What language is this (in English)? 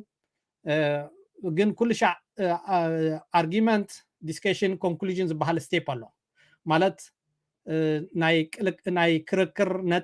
Tigrinya